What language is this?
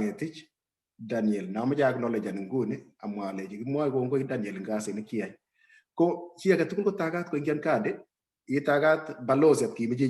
Kalenjin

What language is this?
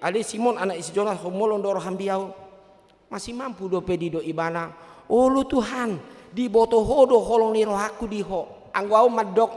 Batak Toba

